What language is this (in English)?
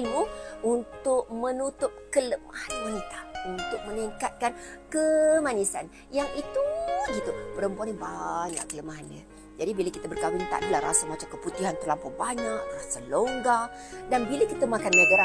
Malay